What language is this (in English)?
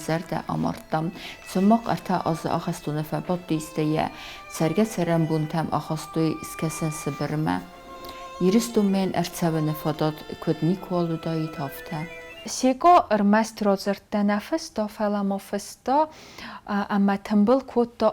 Ossetic